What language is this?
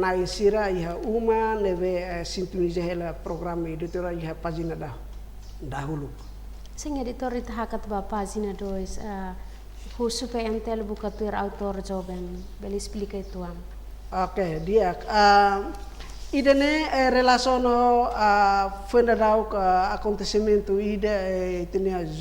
Tetum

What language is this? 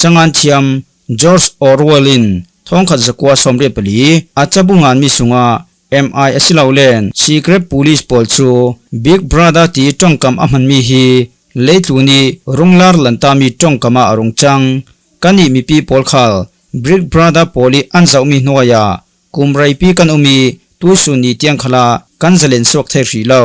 Falam Chin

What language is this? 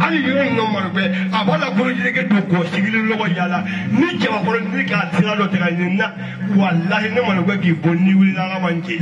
Bambara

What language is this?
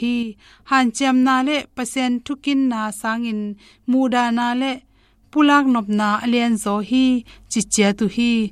Tedim Chin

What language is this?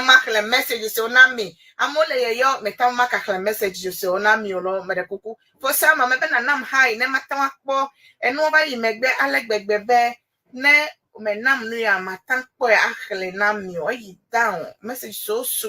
Ewe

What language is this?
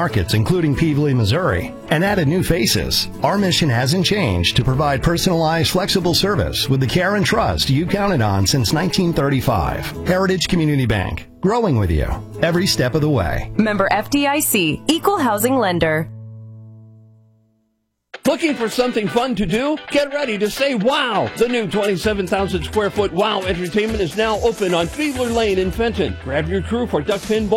English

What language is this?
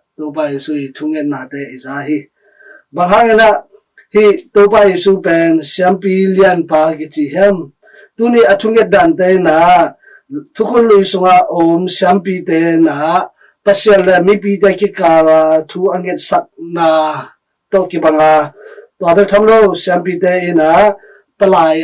Tedim Chin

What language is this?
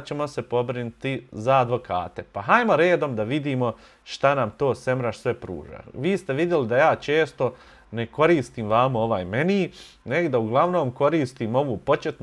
Bosnian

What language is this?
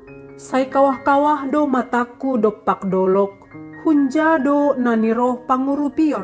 Batak Simalungun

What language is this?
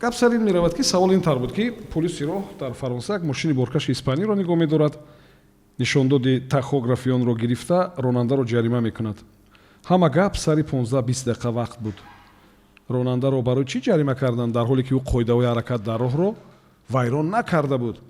Tajik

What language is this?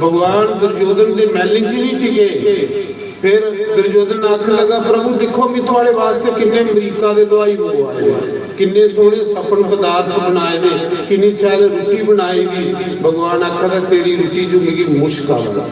Dogri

